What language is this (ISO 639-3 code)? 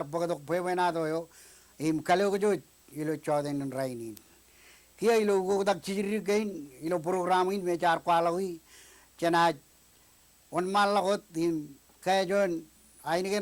mah